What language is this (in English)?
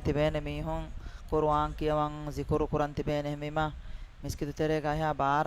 Divehi